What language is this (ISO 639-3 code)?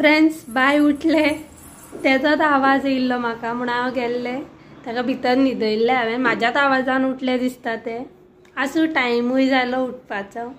kok